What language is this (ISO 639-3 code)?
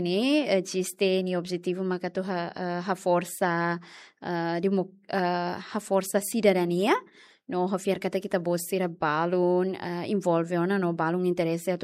tet